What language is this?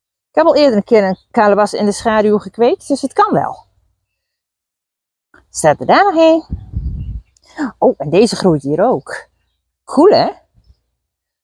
Dutch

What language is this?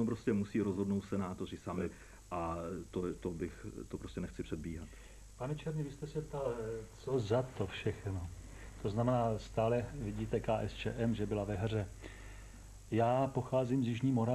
Czech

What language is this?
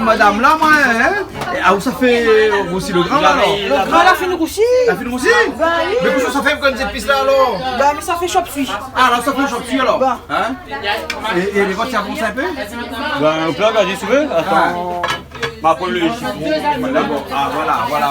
Réunion Creole French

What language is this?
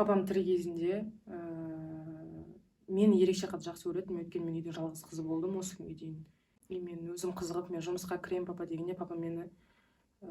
Kazakh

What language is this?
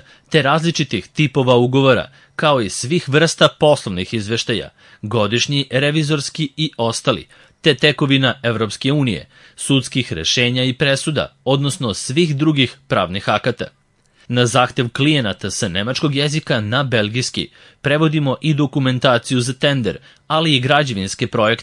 Serbian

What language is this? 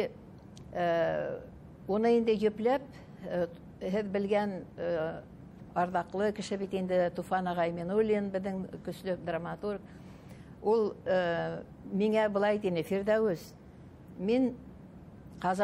Bashkir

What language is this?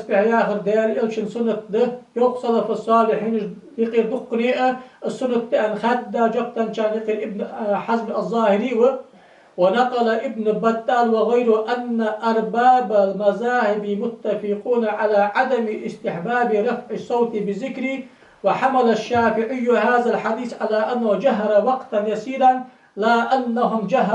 Ingush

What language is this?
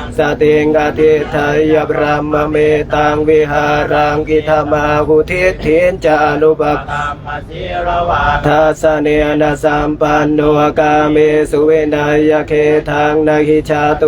Pali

